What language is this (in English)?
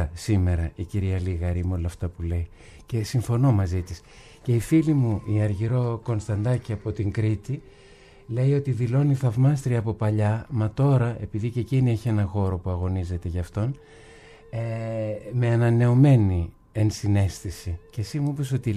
Greek